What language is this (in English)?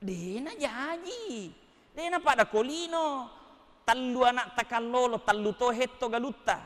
Buginese